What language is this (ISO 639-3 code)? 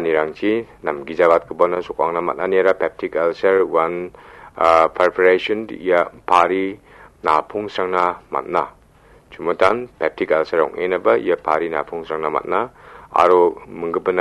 grt